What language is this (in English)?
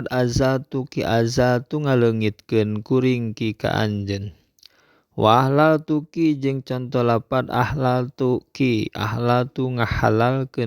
Sundanese